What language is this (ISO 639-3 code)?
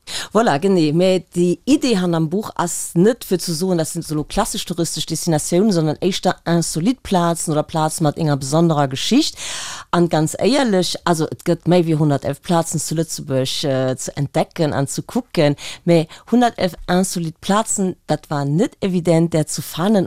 ltz